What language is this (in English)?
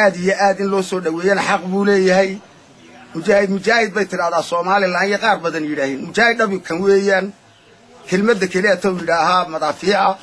Somali